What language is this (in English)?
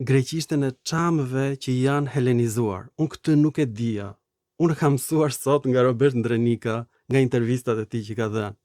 Albanian